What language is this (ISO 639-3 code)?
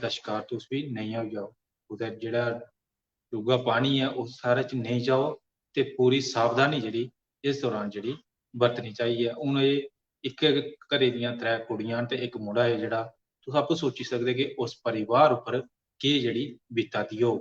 doi